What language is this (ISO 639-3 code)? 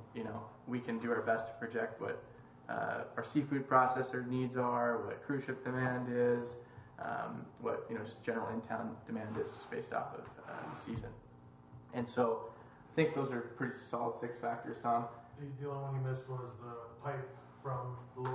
eng